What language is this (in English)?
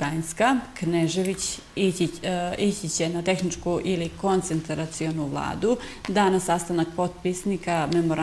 Bosnian